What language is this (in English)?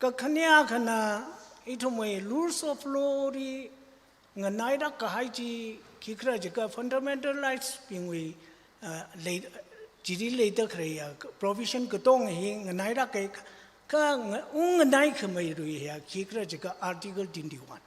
Tangkhul Naga (India)